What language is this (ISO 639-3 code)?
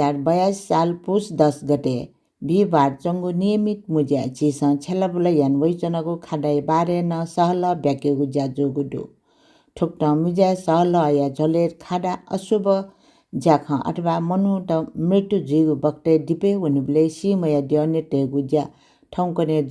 new